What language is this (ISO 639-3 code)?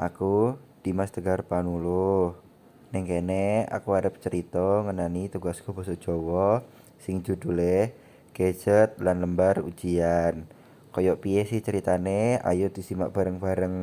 jav